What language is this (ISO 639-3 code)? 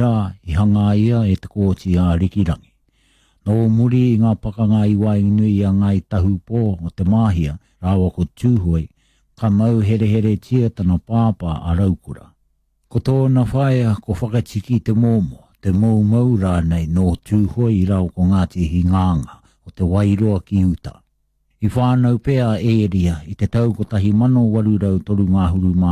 mri